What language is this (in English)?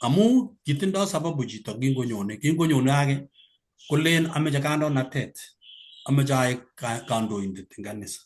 Kalenjin